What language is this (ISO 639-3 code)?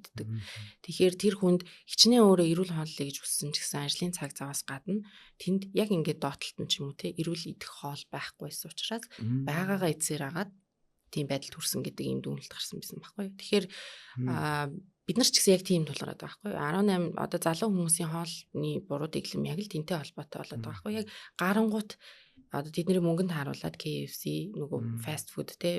mon